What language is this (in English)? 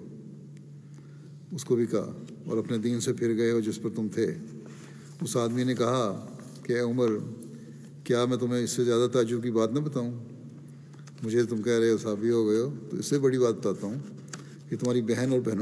Urdu